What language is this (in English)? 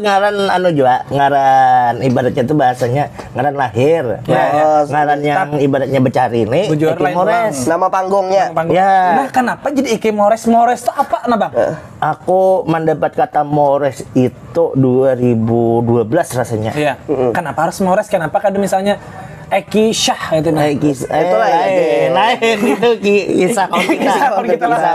Banjar